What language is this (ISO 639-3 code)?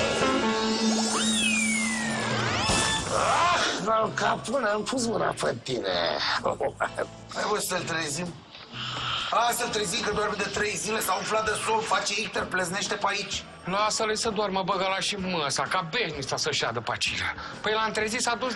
ron